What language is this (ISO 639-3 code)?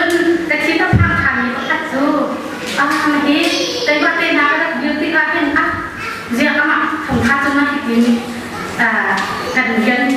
cnh